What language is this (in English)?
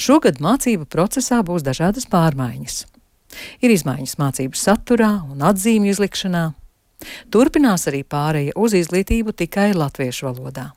Latvian